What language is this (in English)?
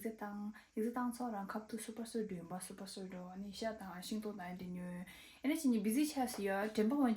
Tibetan